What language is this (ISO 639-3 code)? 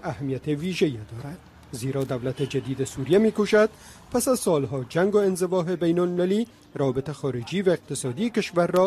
fas